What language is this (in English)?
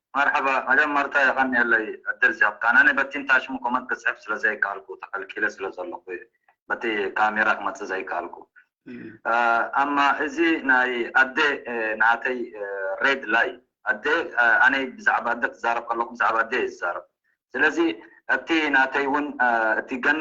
Tigrinya